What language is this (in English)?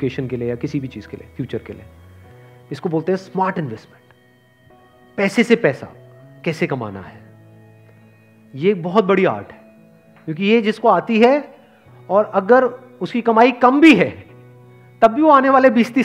Hindi